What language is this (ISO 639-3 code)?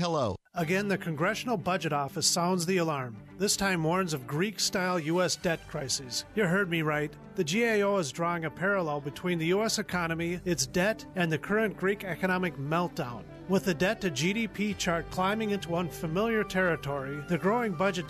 eng